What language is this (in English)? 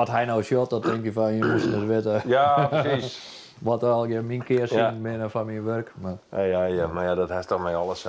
Western Frisian